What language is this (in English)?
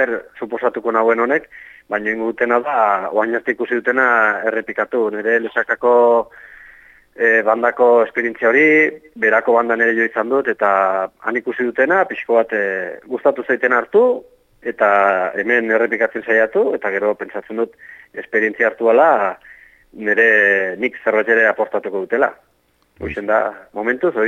Basque